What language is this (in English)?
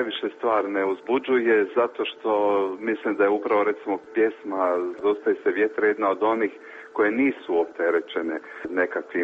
Croatian